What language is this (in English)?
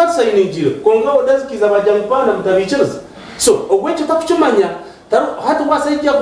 Nyankole